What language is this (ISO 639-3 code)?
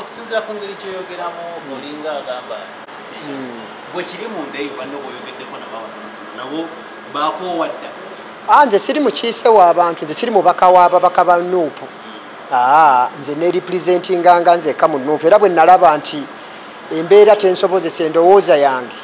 lug